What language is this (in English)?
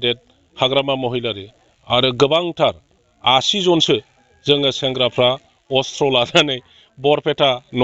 Bodo